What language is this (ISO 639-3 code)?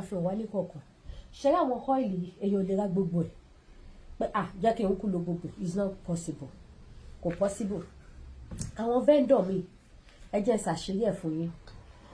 yor